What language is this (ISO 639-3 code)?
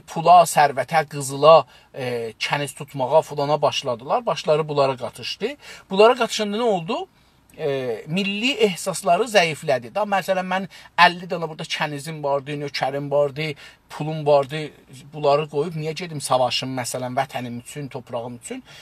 azb